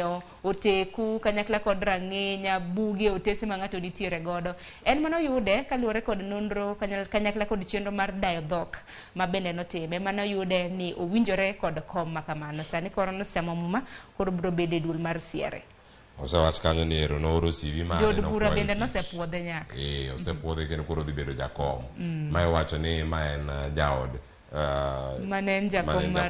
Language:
Luo (Kenya and Tanzania)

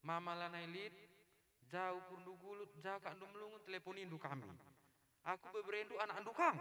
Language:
Batak Karo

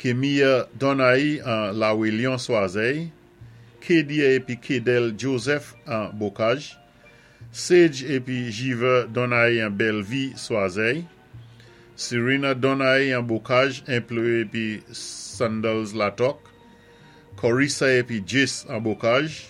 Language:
Saint Lucian Creole French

